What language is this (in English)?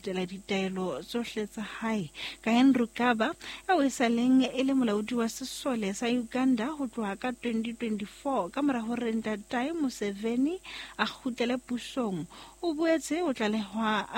Southern Sotho